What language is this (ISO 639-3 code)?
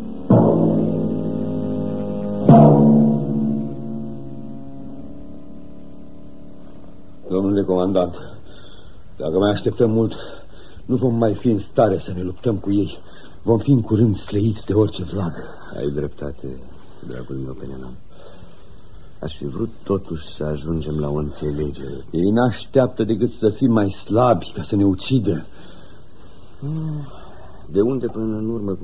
ron